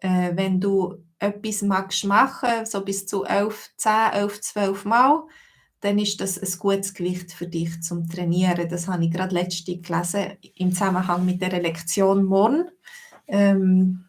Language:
Swiss German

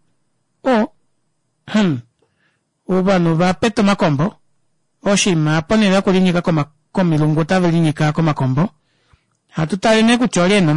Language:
Kuanyama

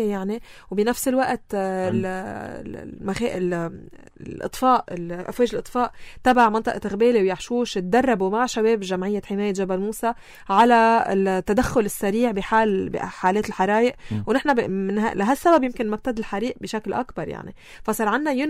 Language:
North Levantine Arabic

